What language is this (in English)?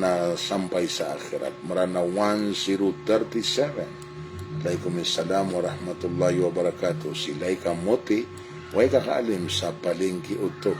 Maranao